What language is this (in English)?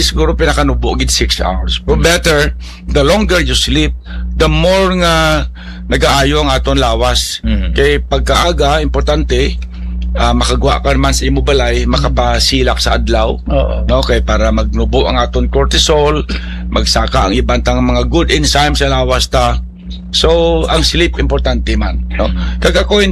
Hiligaynon